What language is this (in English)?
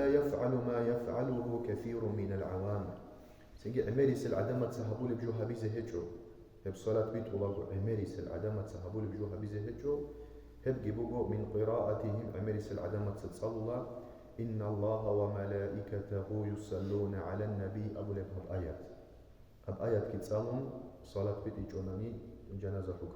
Avaric